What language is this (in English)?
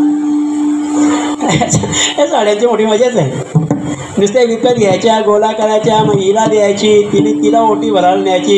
Marathi